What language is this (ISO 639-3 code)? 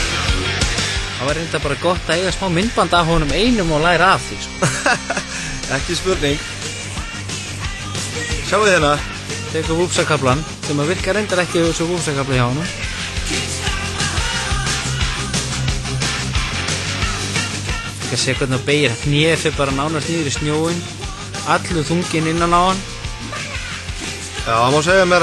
isl